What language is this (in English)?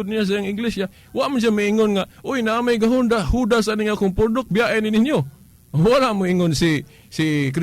Cebuano